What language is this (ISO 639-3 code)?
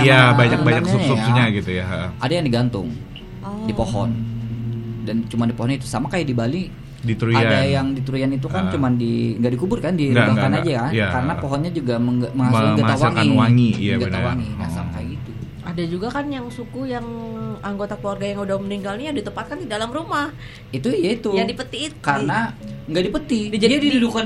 ind